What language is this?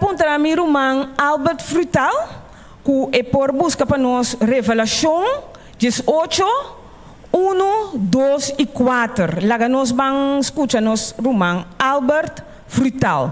Papiamento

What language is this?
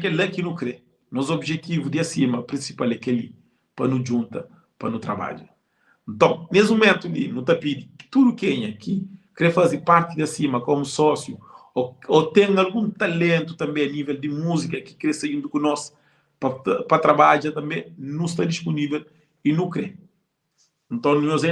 Kabuverdianu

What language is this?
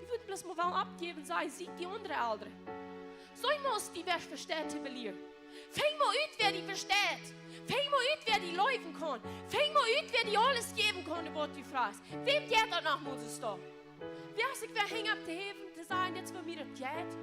Plautdietsch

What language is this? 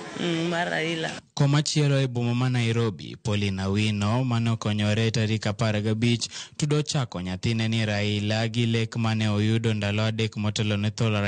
Luo (Kenya and Tanzania)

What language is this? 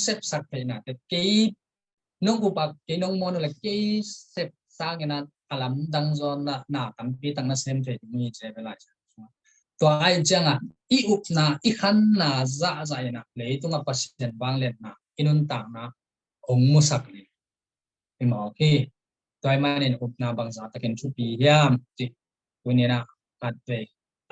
Tedim Chin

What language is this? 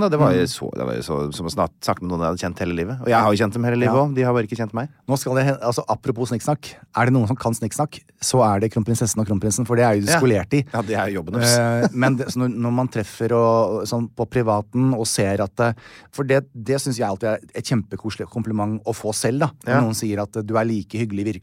Norwegian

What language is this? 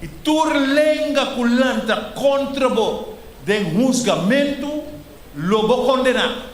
Papiamento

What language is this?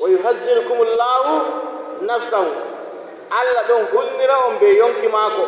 Nigerian Fulfulde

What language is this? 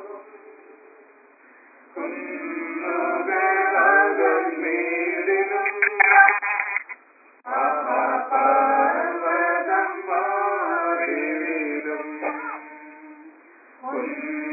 Malayalam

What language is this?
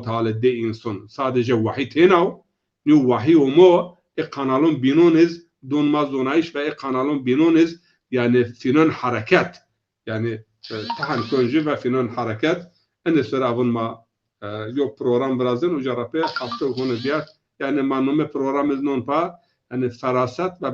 Zaza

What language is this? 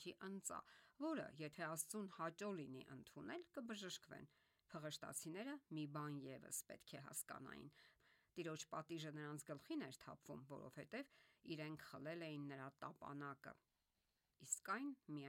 Armenian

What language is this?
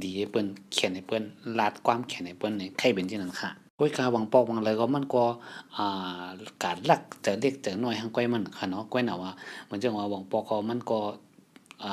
Shan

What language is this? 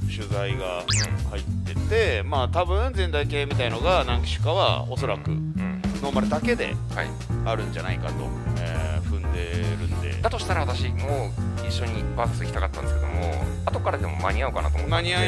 Japanese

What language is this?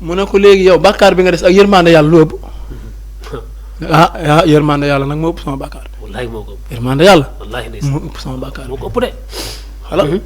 Wolof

